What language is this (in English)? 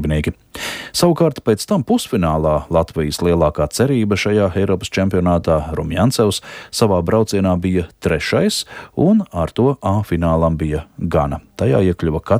Latvian